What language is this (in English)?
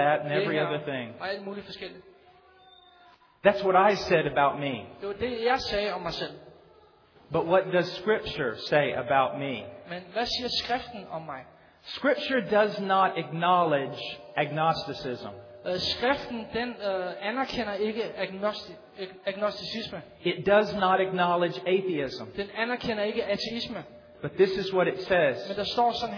Danish